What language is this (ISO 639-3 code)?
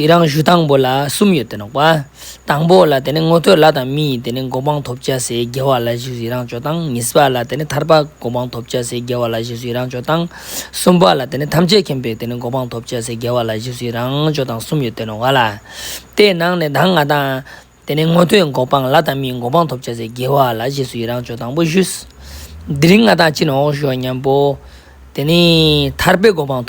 lbj